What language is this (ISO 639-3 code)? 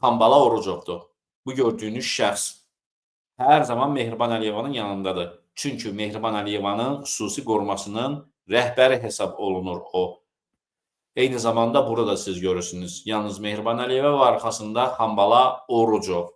aze